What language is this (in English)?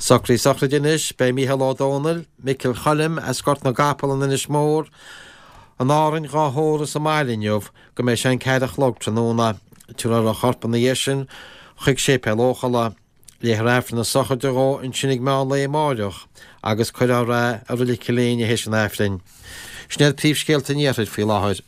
Irish